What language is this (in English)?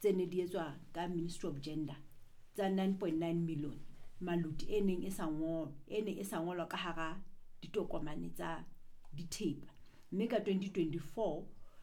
Southern Sotho